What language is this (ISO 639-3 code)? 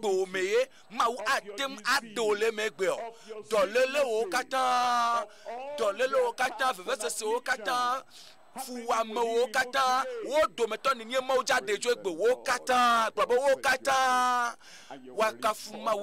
ewe